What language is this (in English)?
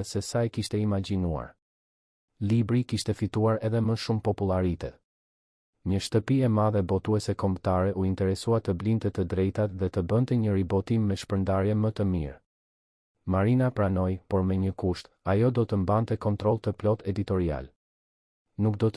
Albanian